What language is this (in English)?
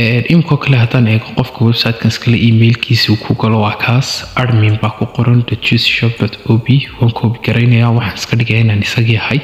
Somali